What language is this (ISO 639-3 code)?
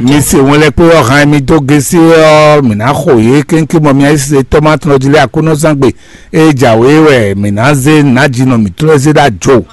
fon